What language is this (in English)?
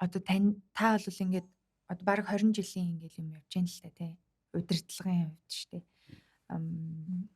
Mongolian